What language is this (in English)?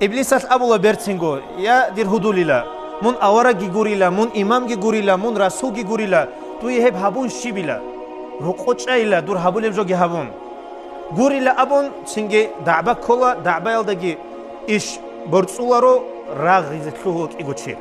Avaric